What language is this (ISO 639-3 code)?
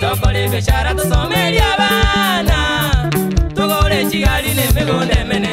guz